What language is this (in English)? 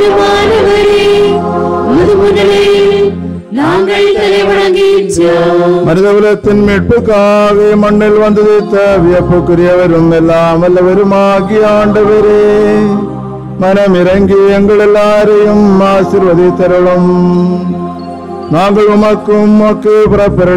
Tamil